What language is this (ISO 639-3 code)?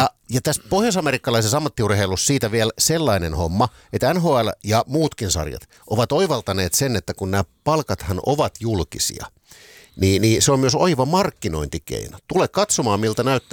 fin